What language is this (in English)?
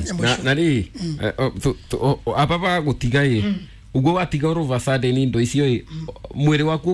Kikuyu